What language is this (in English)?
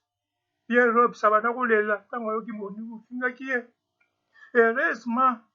Lingala